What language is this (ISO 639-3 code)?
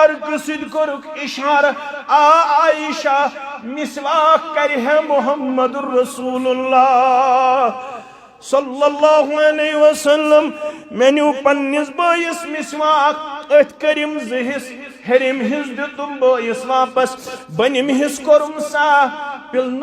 kas